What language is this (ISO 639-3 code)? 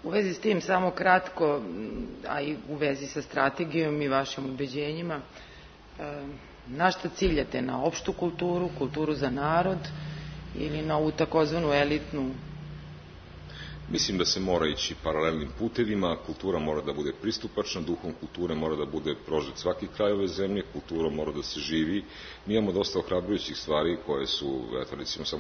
srp